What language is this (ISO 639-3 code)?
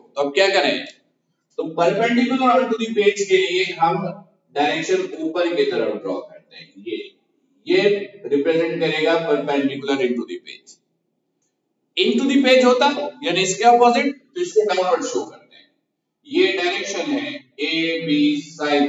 hin